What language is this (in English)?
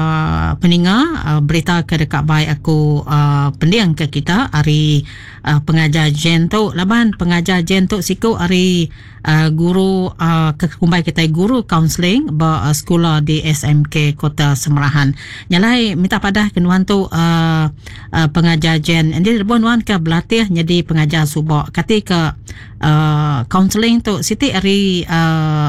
Iban